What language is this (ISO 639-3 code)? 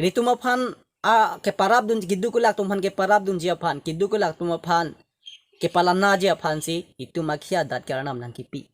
mjw